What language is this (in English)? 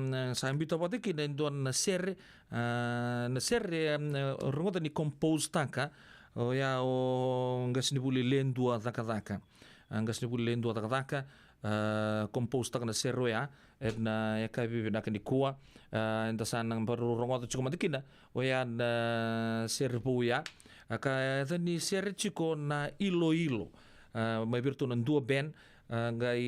Fijian